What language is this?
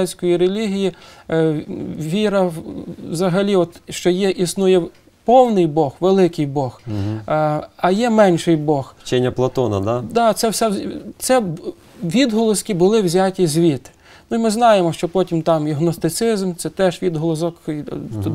Ukrainian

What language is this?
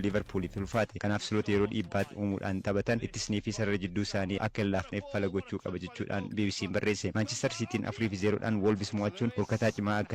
Oromo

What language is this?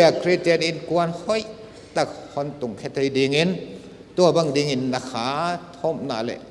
Paite Chin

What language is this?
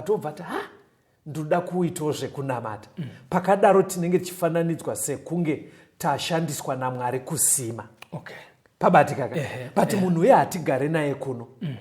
Shona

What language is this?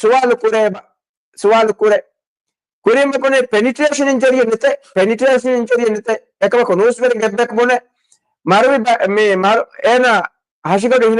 Divehi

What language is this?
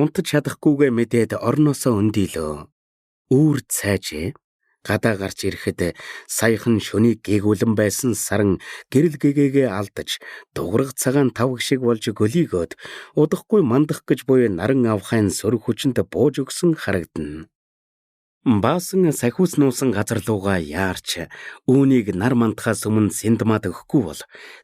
Mongolian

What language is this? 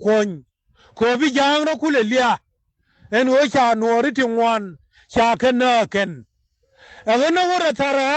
Nuer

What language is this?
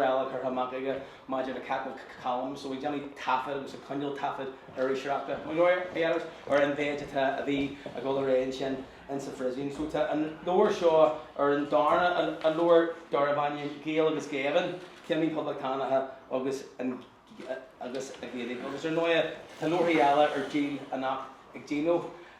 Irish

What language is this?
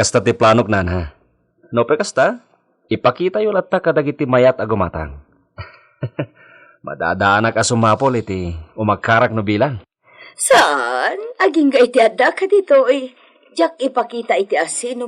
Iloko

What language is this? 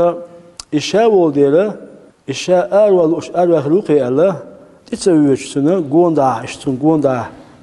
Chechen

